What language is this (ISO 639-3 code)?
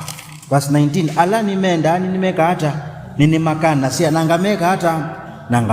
kam